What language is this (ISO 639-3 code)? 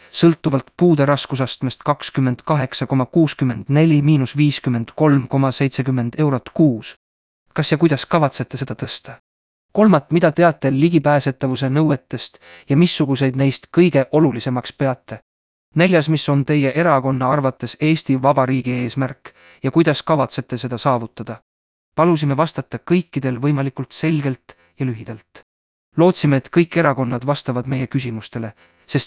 est